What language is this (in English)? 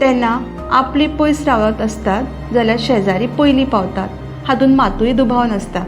Konkani